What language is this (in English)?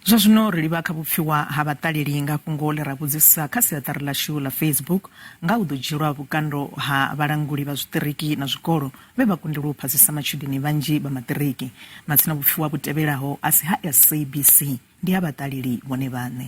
Venda